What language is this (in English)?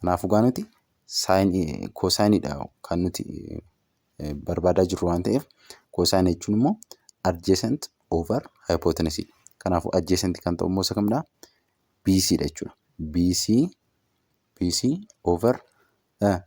Oromo